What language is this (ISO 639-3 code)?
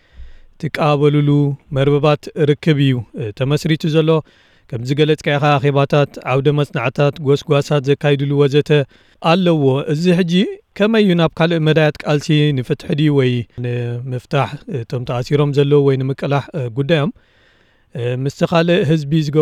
tir